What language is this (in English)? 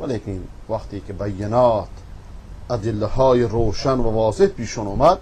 Persian